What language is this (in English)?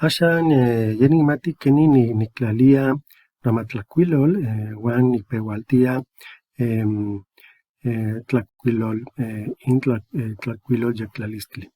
Eastern Huasteca Nahuatl